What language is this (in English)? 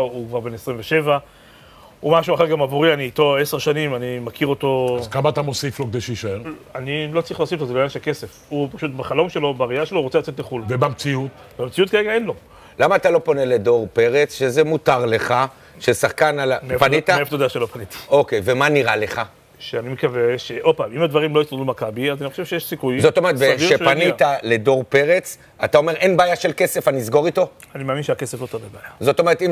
Hebrew